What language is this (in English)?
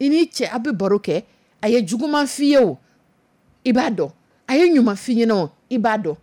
Dyula